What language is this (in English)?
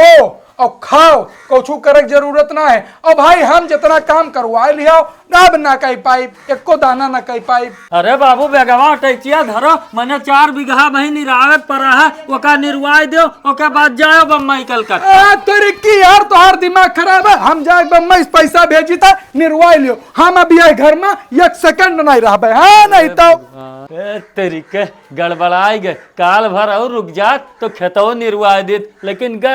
Awadhi